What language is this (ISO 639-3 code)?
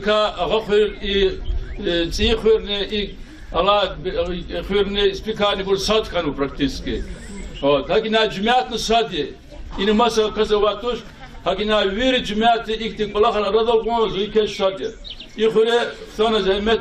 lez